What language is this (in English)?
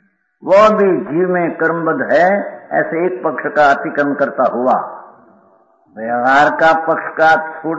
Hindi